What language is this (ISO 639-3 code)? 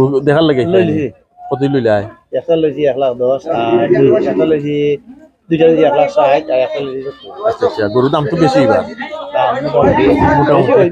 syl